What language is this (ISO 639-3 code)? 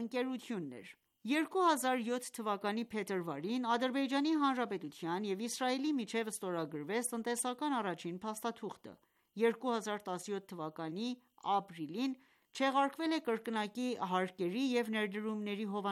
hye